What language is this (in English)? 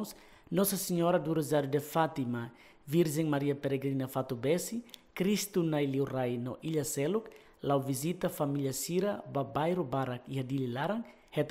Tetum